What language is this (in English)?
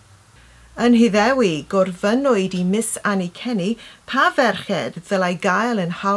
Welsh